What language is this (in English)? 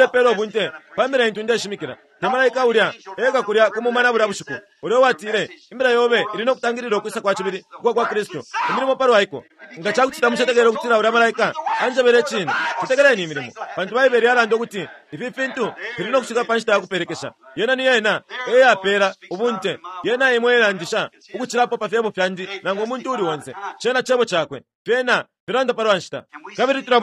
Bemba